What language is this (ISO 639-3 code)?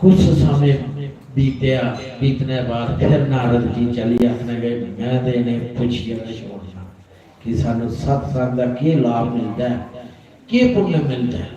doi